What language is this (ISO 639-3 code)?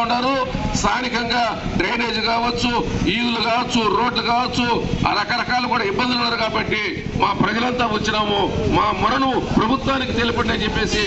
tel